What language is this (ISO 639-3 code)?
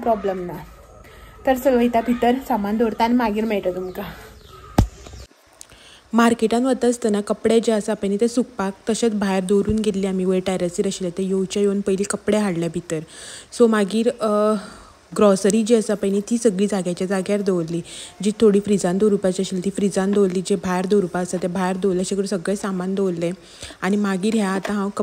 kok